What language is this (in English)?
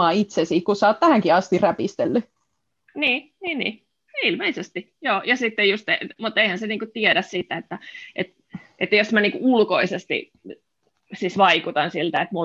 Finnish